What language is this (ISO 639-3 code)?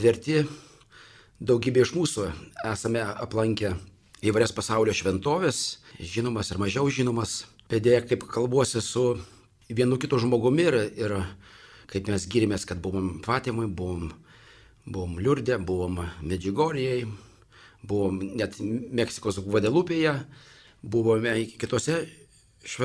lit